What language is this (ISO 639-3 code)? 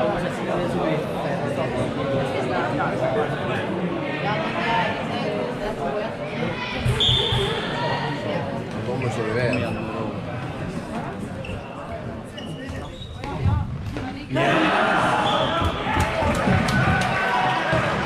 swe